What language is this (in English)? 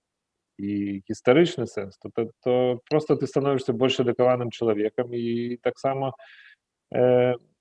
Belarusian